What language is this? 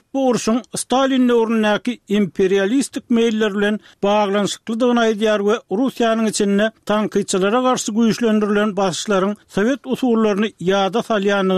Turkmen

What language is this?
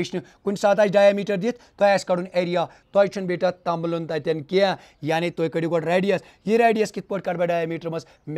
Kashmiri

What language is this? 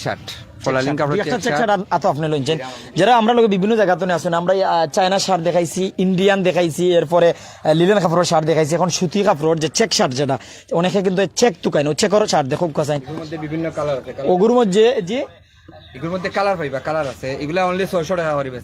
Sylheti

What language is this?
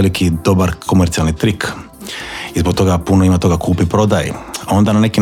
Croatian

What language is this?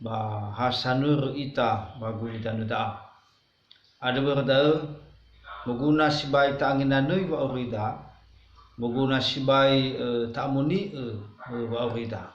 Nias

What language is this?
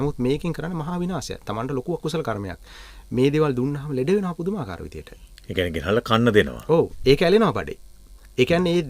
Sinhala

